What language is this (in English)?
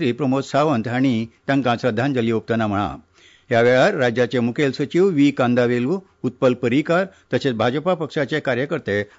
Konkani